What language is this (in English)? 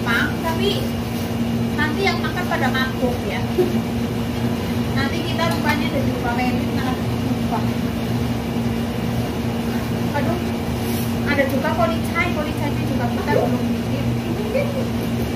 Indonesian